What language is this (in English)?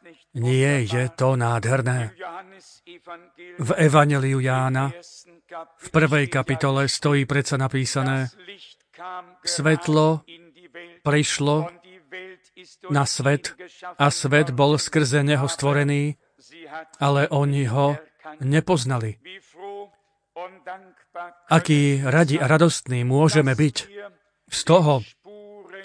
Slovak